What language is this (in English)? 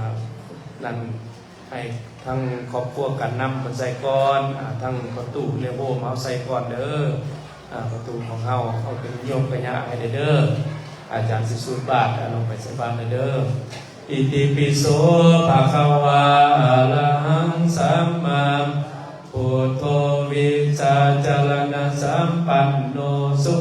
Lao